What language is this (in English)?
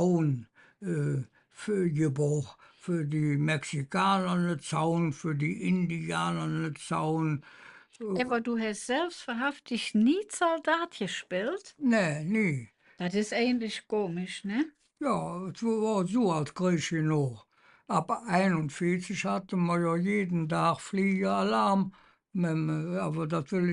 Colognian